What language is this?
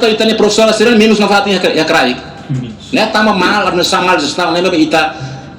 Tetum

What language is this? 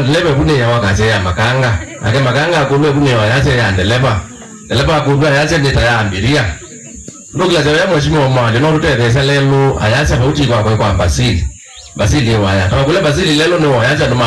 Kamba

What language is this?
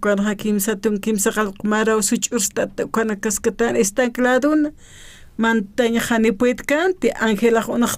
Aymara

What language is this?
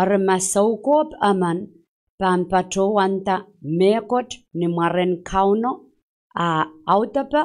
Pohnpeian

